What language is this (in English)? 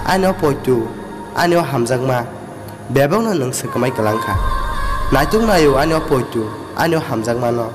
Kok Borok